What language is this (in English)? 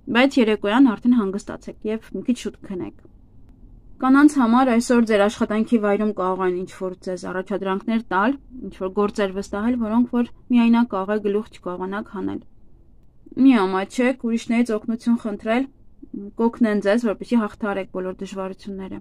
Armenian